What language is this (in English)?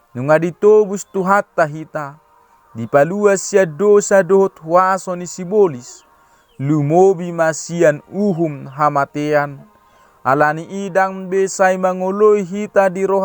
Batak Toba